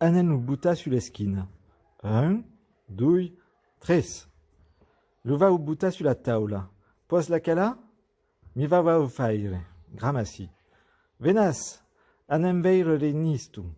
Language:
Occitan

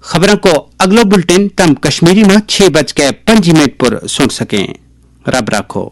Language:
Gujari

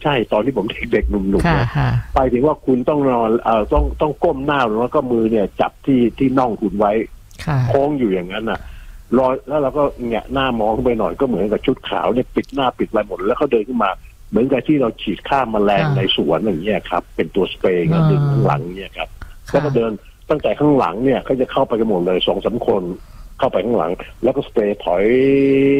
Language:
Thai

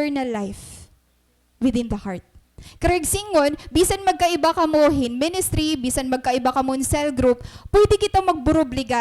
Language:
Waray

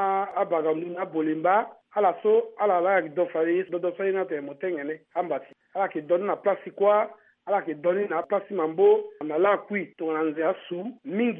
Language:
Sango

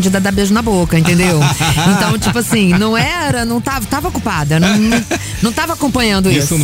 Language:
Portuguese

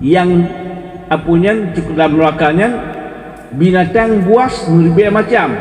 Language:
Achinese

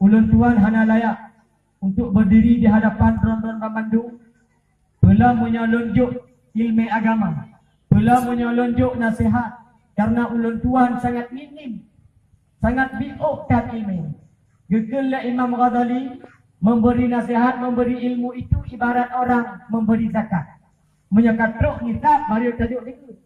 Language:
Achinese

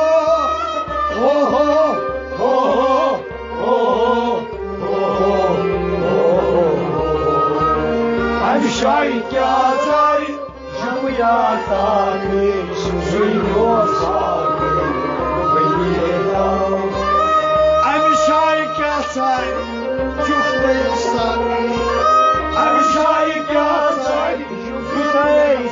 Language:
Kashmiri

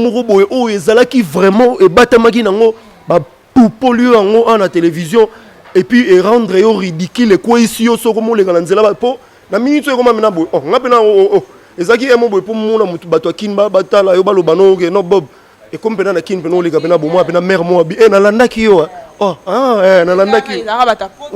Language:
Lingala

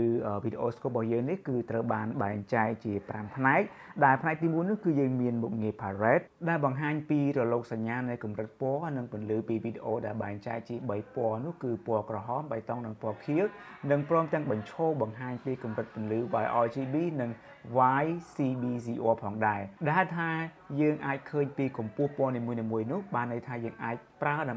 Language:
Khmer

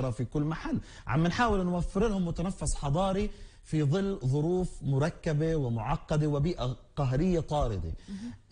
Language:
North Levantine Arabic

